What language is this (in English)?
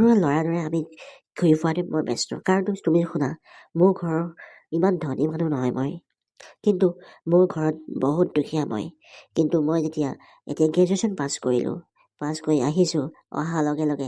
Assamese